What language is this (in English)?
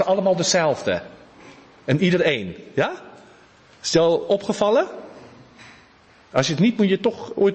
Dutch